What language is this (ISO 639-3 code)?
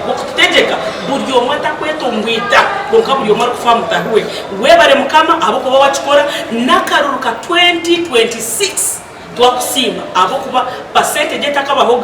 nyn